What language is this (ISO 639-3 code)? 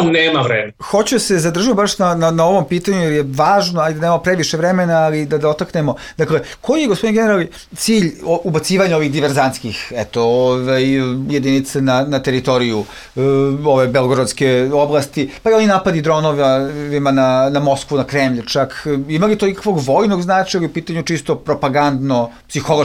srp